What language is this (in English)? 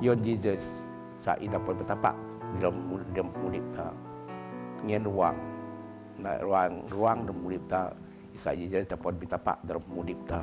Biatah Bidayuh